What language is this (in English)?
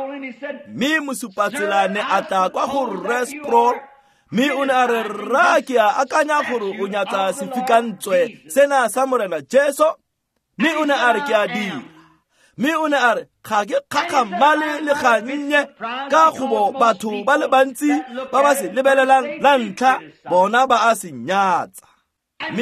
Tswana